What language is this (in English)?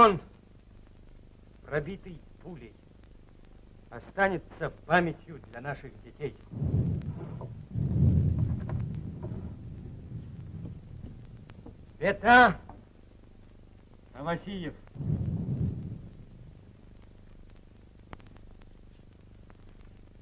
Russian